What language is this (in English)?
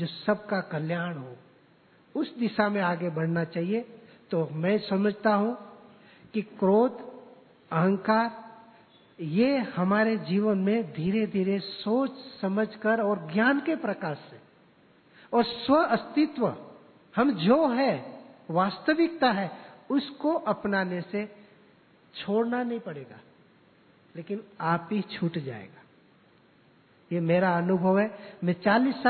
Hindi